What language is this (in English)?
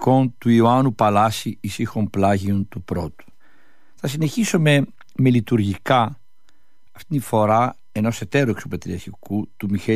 Greek